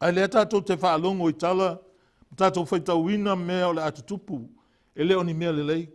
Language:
Samoan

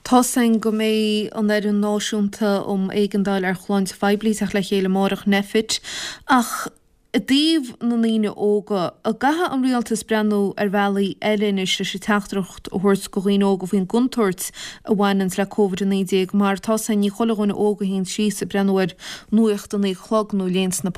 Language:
Irish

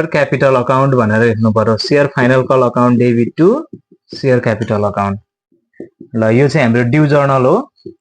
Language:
Nepali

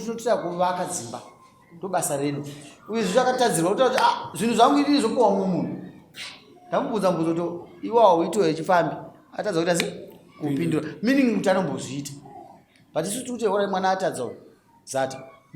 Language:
Shona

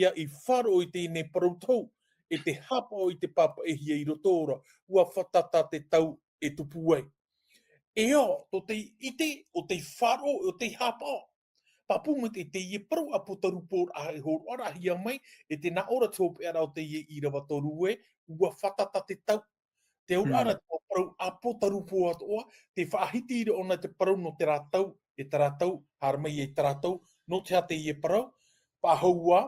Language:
Tahitian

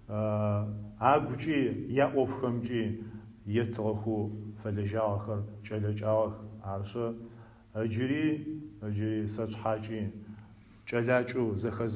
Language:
Adyghe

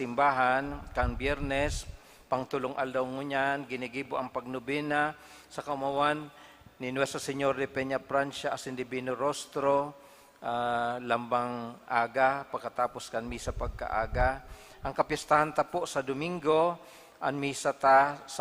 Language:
Bikol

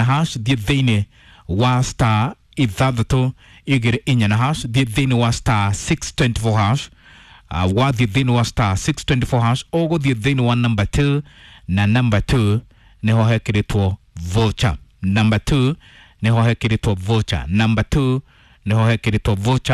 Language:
Kikuyu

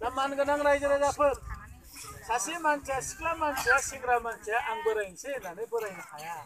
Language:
Bodo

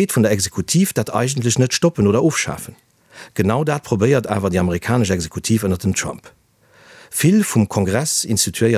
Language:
Luxembourgish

